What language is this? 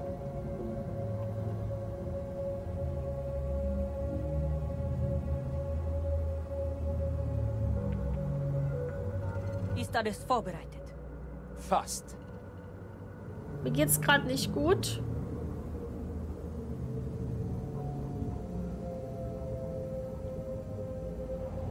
German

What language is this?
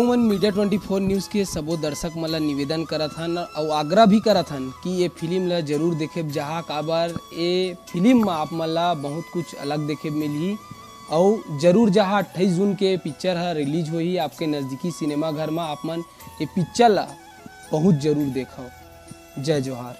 Chhattisgarhi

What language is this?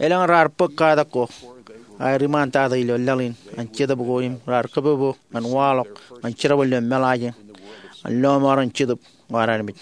Marshallese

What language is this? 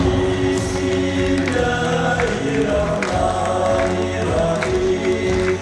Bashkir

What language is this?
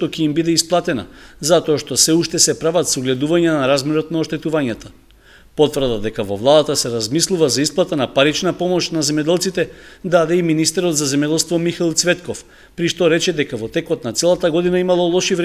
Macedonian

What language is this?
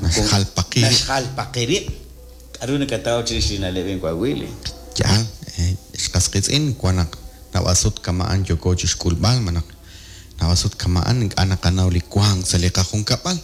Kekchí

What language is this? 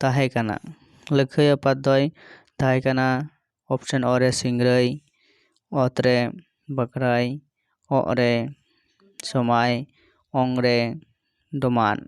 Santali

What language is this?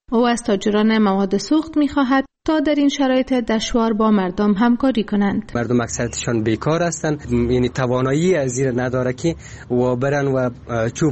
Persian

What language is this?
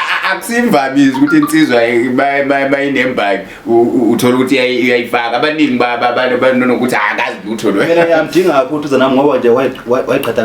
Zulu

